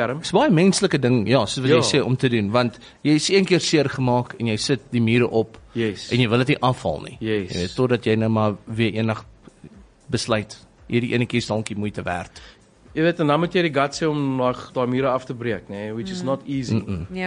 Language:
Afrikaans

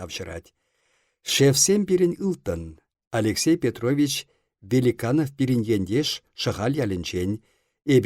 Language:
Chuvash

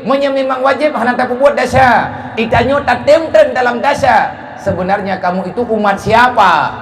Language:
Achinese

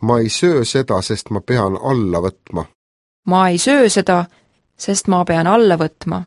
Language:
Estonian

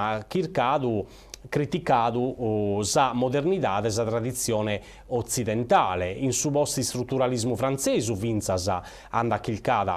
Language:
Sardinian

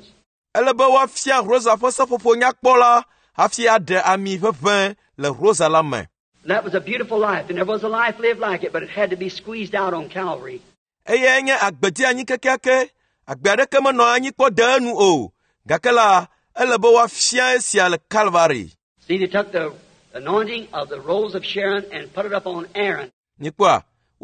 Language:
Ewe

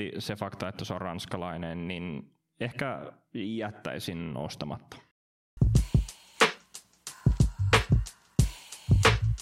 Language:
Finnish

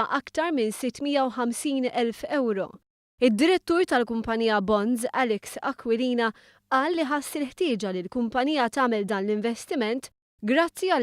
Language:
Maltese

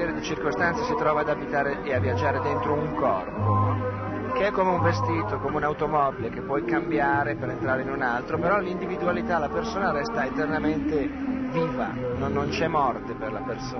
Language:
Italian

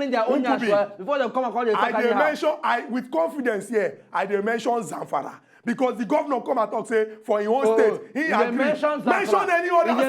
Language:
Nigerian Pidgin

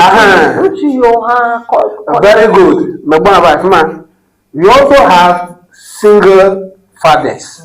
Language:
Ewe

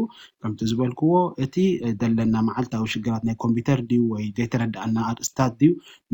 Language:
Tigrinya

